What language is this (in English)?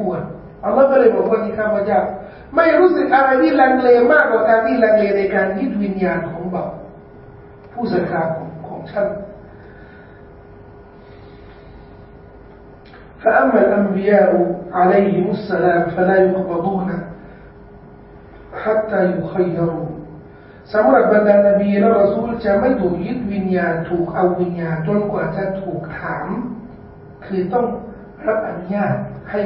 Thai